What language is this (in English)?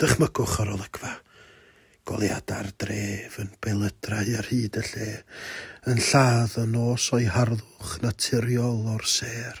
Welsh